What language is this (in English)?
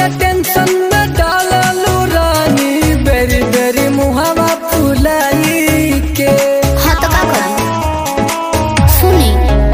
Bhojpuri